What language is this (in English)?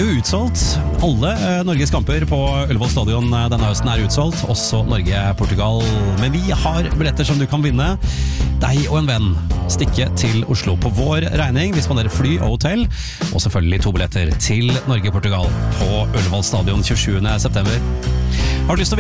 Norwegian